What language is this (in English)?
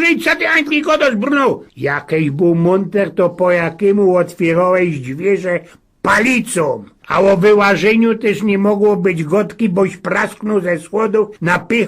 Silesian